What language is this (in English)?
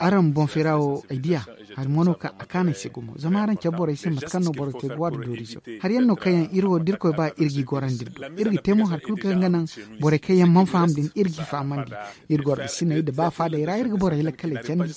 Zarma